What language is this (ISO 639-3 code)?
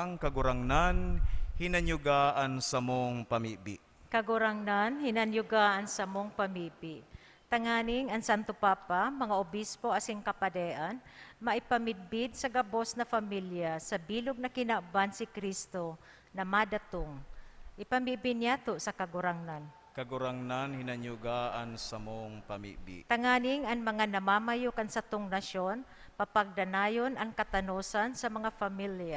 bik